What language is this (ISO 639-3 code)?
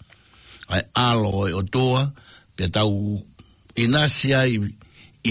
ton